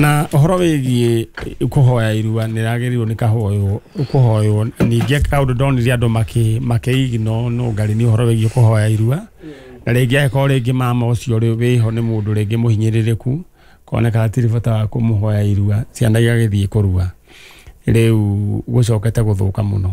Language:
Kikuyu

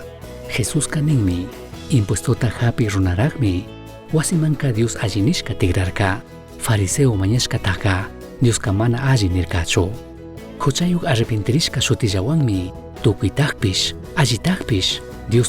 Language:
Chimborazo Highland Quichua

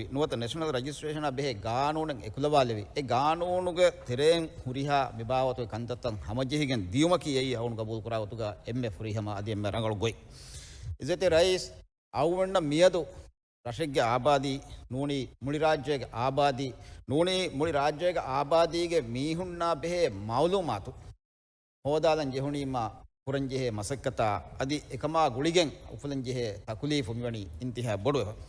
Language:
Divehi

